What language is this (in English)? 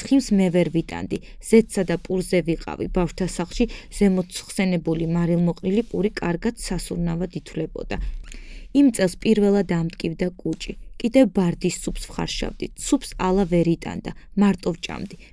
Georgian